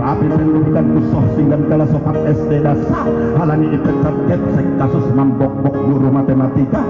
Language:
Batak Simalungun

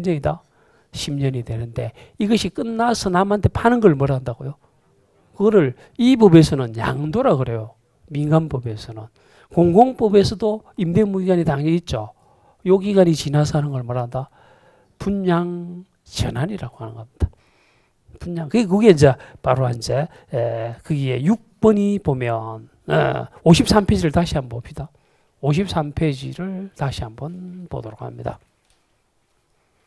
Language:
Korean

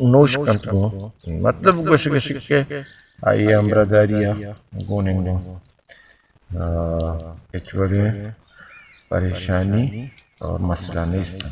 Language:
Baluchi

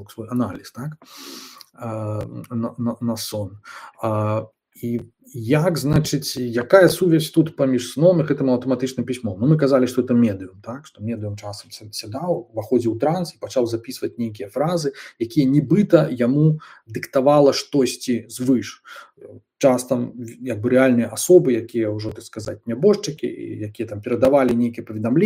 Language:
Belarusian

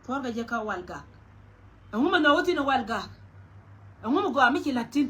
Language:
Nuer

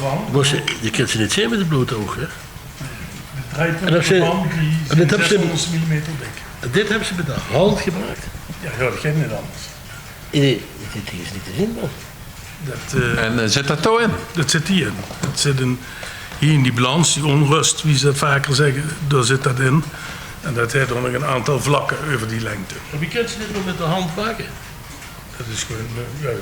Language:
Limburgish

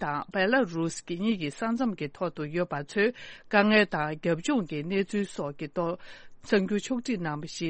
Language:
Tibetan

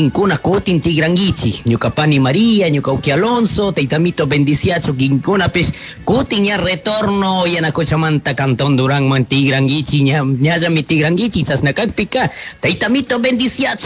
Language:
Chimborazo Highland Quichua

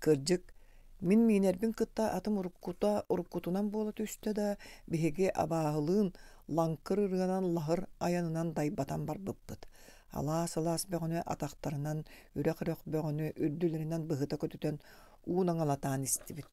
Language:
Yakut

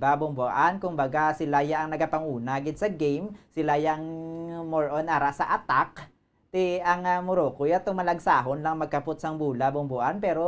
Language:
Hiligaynon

